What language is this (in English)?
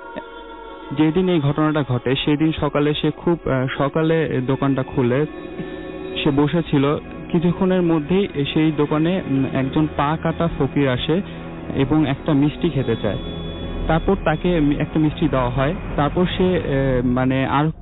Bangla